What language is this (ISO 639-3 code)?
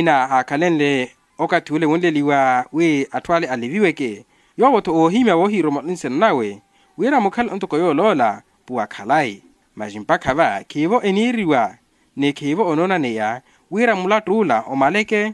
vmw